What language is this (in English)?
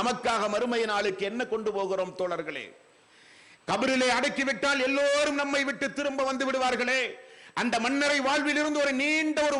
Tamil